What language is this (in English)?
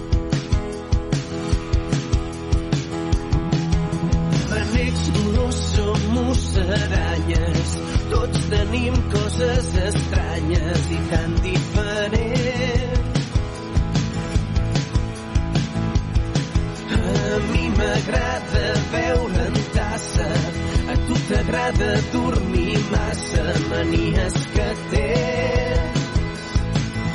Catalan